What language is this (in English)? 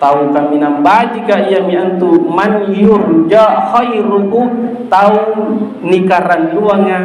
Makasar